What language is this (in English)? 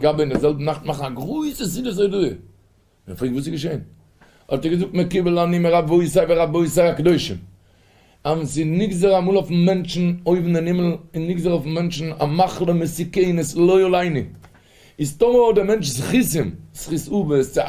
Yiddish